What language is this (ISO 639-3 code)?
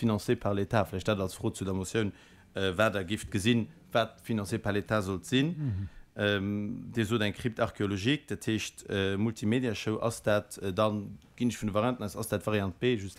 ltz